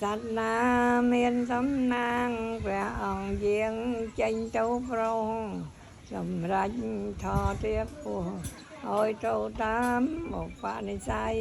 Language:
Khmer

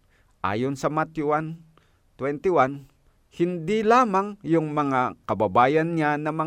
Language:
Filipino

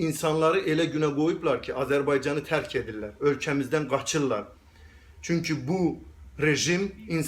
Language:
Azerbaijani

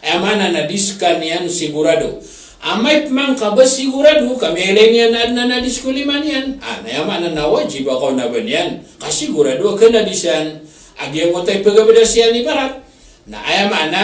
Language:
Maranao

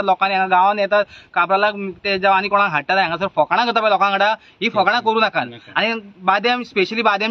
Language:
Konkani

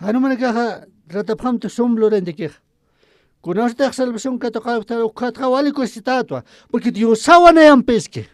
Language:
Aymara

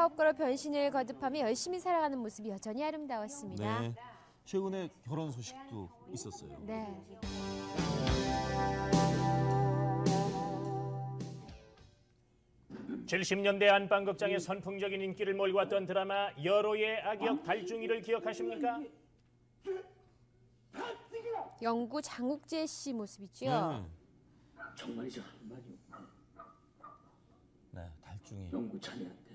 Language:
Korean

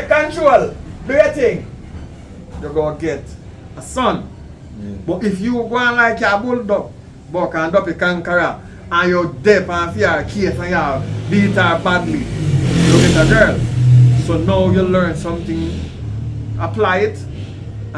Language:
Jamaican Creole English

